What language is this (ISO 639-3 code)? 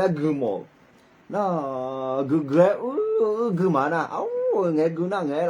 ahk